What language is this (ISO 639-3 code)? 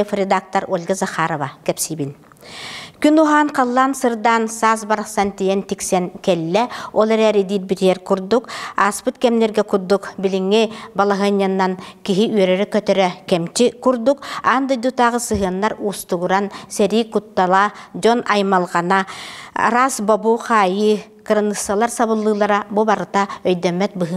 sah